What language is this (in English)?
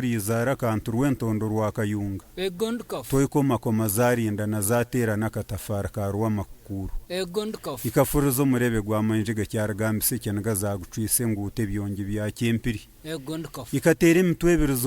Nyankole